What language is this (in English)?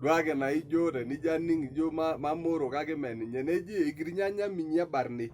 Masai